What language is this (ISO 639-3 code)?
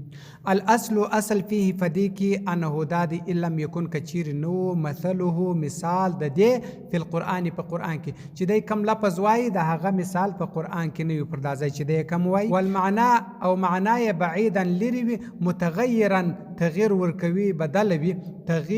pus